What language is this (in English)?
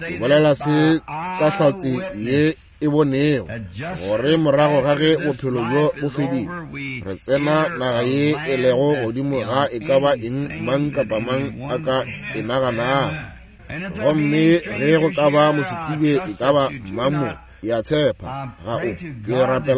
Northern Sotho